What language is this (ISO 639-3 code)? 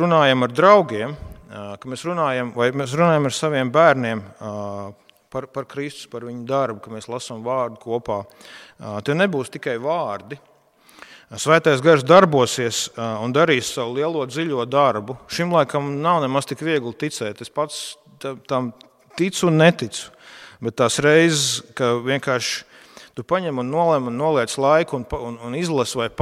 lav